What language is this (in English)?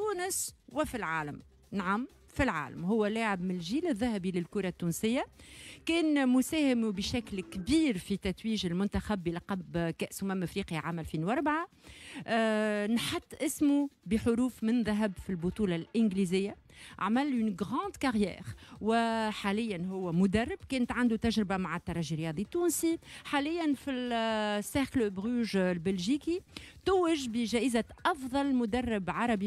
Tunisian Arabic